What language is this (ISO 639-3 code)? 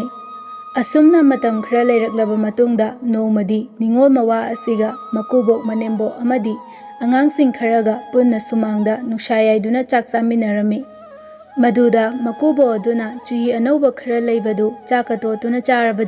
mni